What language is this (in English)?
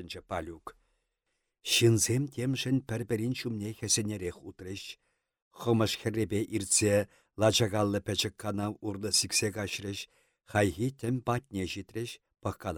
Chuvash